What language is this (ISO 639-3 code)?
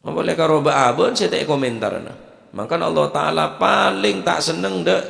mad